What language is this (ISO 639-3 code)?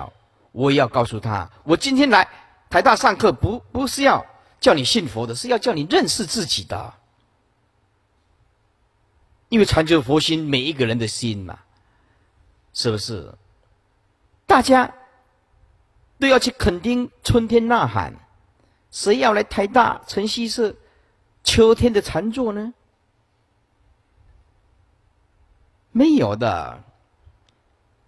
zho